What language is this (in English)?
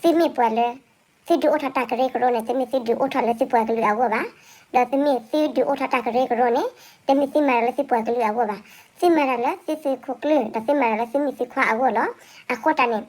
S'gaw Karen